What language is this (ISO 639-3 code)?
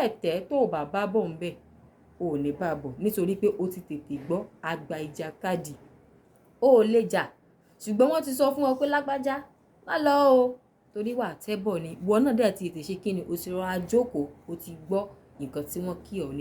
yor